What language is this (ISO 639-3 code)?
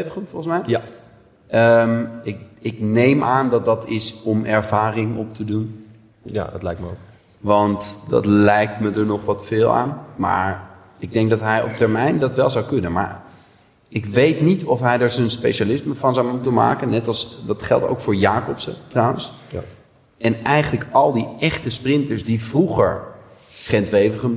nld